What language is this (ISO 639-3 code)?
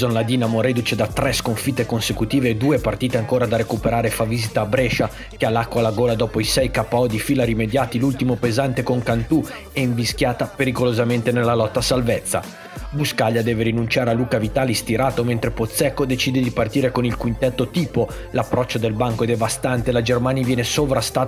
ita